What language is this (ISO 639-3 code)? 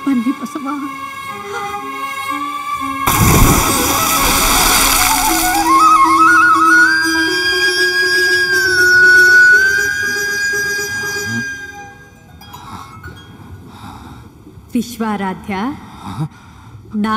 kan